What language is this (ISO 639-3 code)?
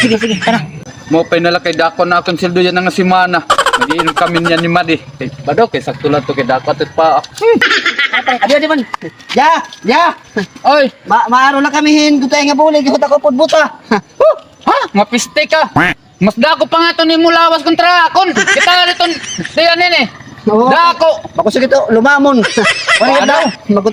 war